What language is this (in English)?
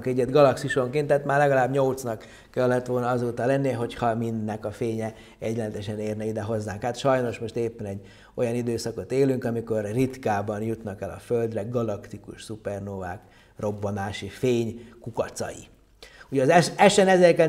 Hungarian